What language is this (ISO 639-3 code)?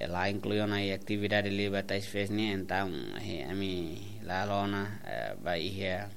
tet